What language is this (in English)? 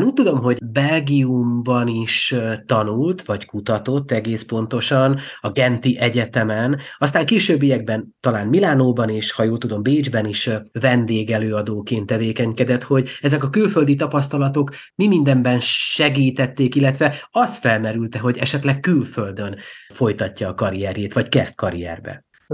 Hungarian